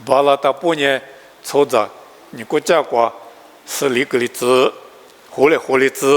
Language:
Lisu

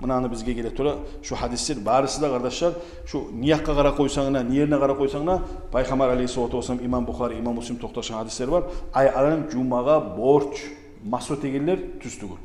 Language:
Kumyk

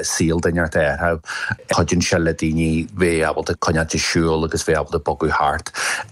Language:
Irish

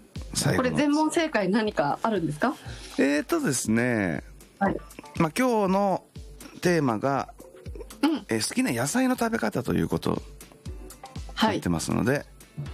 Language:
Japanese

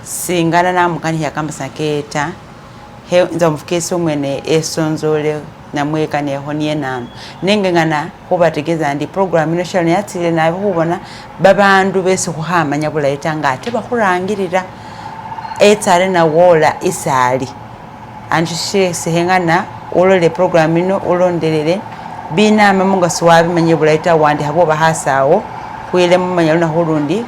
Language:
Masaaba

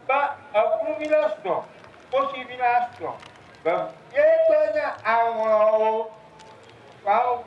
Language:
Ewe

